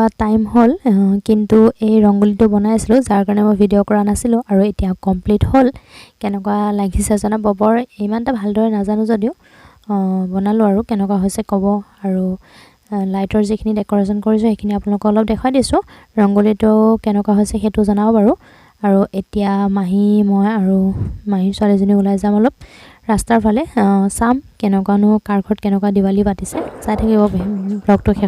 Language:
Assamese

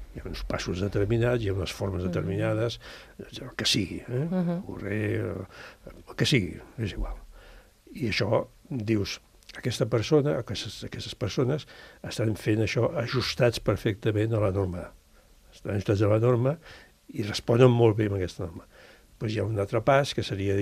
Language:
Catalan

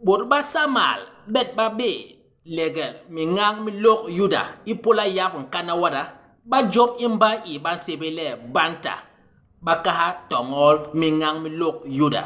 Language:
Basaa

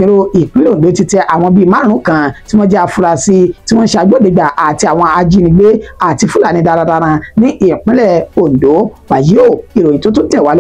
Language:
Yoruba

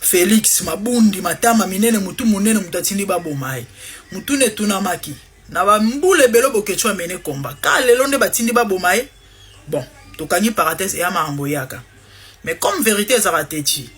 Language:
Lingala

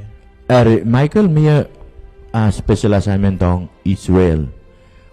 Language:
Pohnpeian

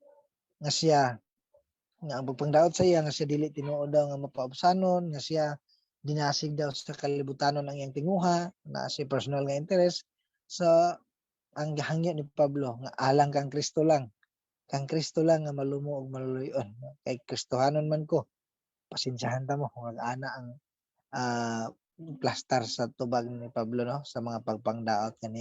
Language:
Cebuano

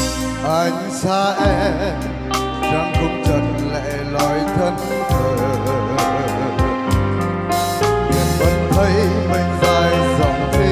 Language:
Vietnamese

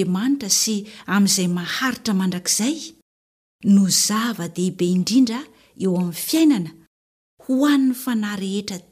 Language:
Malagasy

